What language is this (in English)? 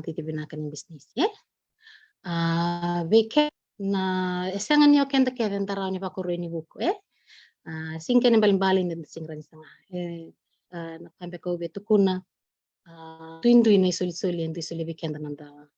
Fijian